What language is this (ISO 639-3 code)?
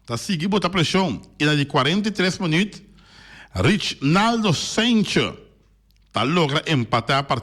pap